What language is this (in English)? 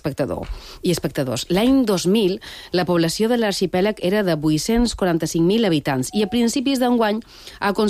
Catalan